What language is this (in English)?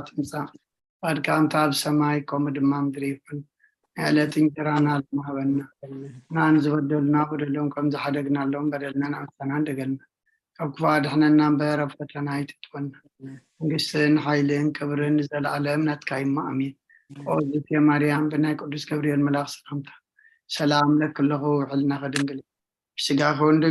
Tigrinya